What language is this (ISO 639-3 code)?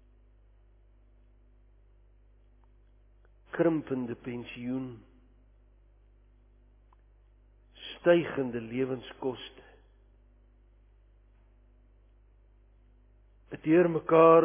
afr